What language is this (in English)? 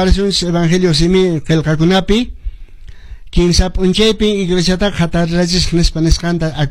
Quechua